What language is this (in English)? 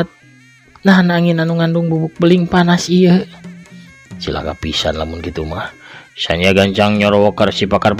Sundanese